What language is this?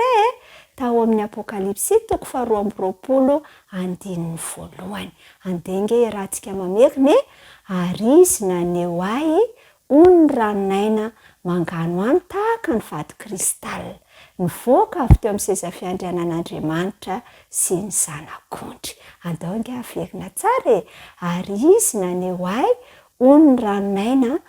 Malagasy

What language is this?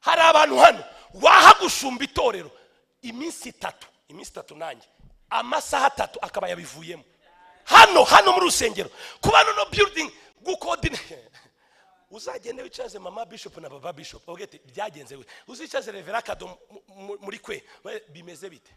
Kinyarwanda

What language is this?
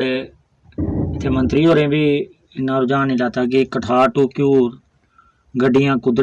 Dogri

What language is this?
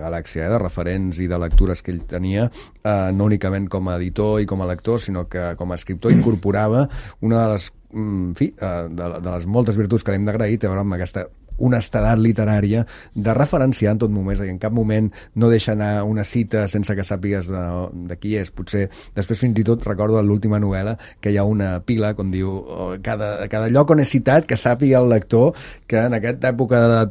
Catalan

